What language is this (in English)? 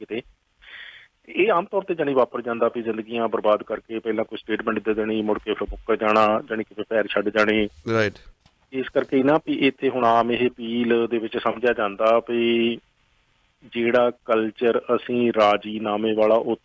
Punjabi